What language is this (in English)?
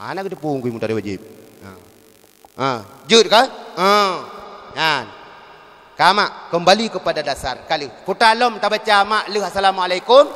Achinese